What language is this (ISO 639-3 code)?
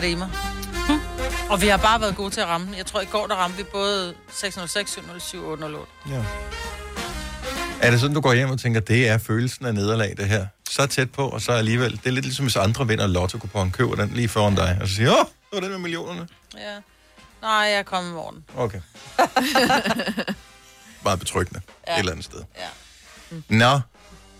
dan